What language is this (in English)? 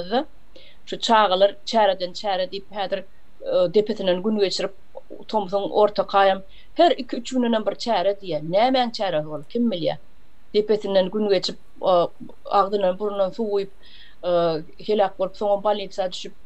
Turkmen